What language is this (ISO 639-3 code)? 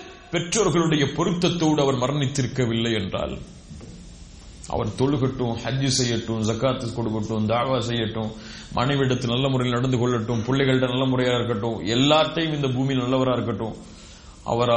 tam